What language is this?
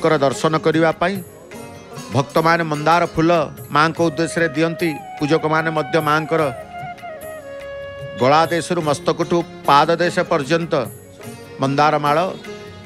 Odia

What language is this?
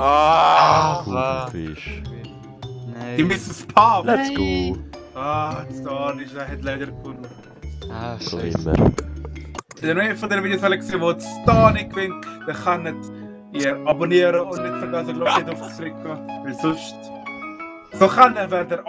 Swiss German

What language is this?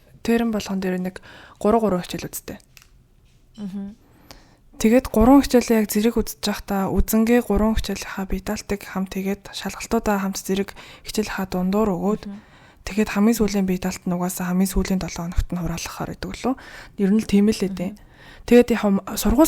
Mongolian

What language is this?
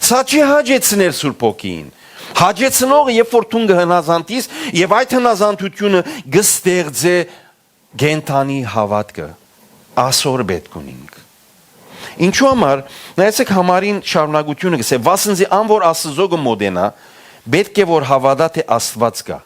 Western Armenian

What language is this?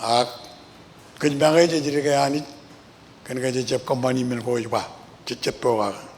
Marshallese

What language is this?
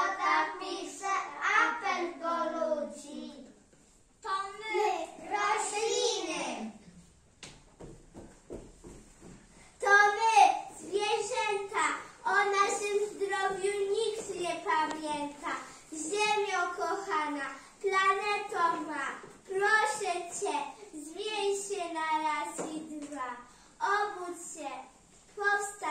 Polish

